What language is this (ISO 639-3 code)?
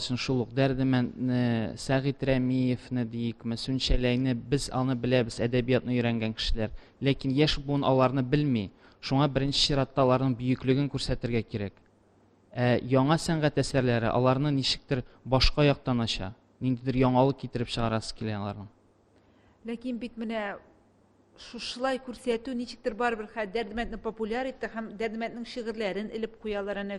tat